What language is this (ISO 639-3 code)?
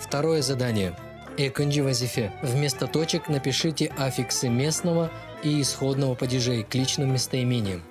crh